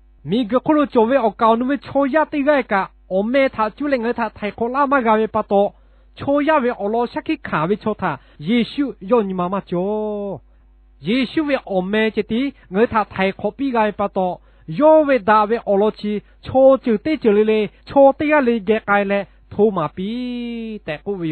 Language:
Lahu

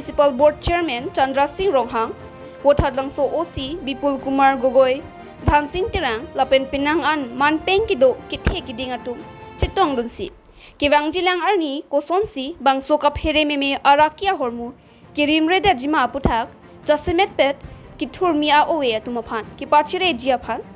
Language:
Karbi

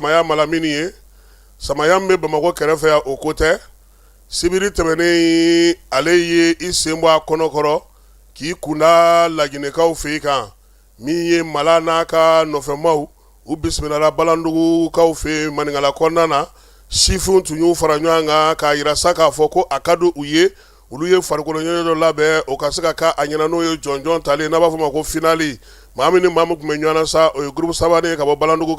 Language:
Bambara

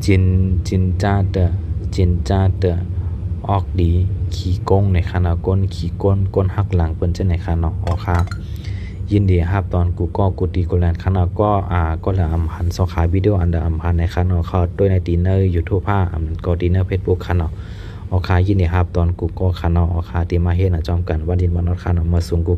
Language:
Shan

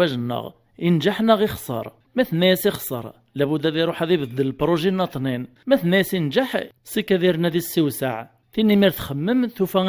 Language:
Kabyle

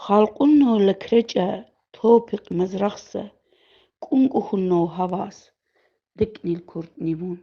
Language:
Lak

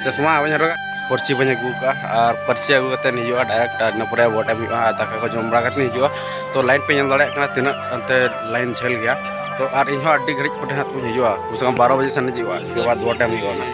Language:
Santali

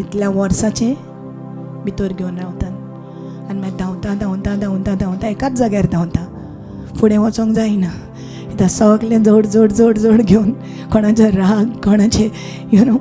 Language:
Konkani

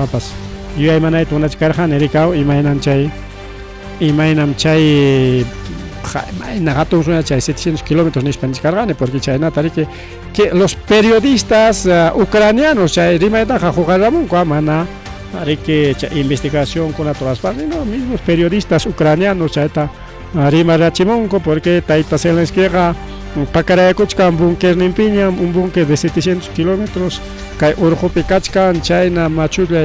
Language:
Ayacucho Quechua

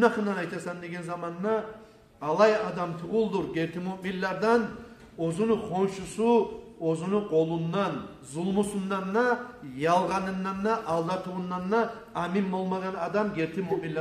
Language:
Kumyk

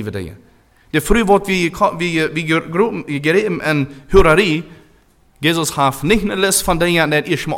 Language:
German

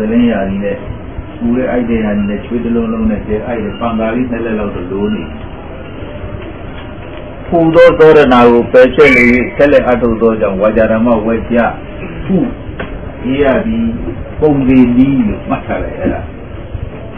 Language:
Burmese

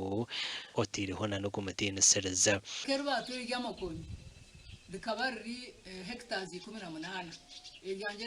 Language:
Nyankole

